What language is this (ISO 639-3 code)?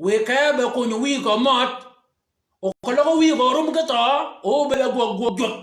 shk